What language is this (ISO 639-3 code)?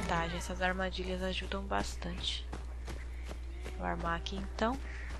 por